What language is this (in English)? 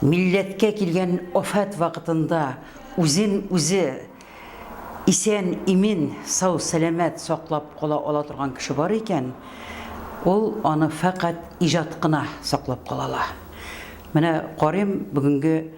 Tatar